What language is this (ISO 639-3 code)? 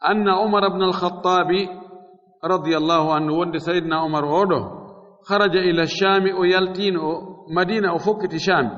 ful